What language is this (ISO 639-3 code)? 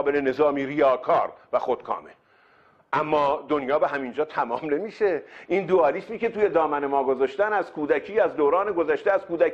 fas